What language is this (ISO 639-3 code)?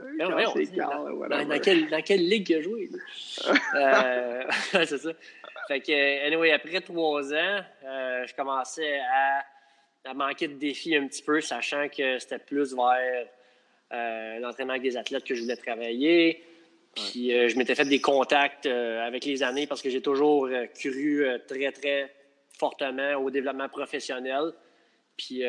fra